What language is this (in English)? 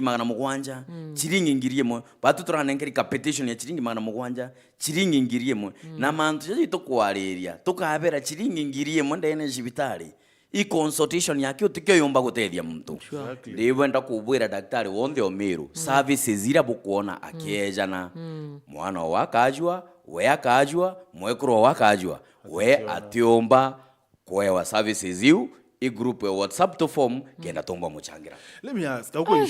Meru